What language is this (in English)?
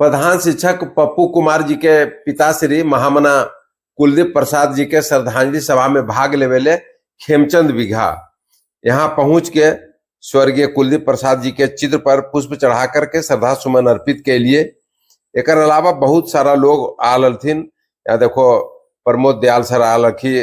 Magahi